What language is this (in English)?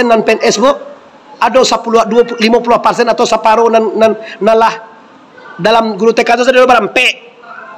Minangkabau